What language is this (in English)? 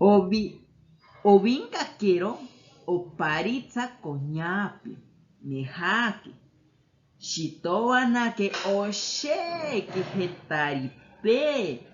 Asháninka